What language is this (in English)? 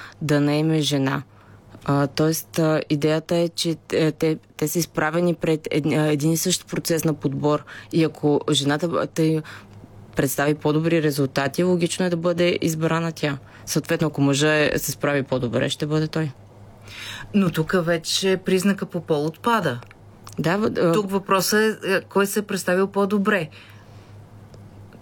Bulgarian